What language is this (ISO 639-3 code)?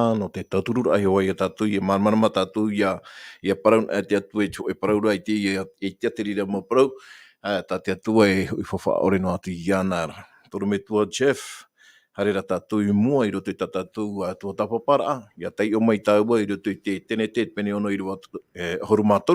tah